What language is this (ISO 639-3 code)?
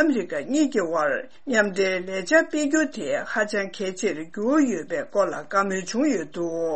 bod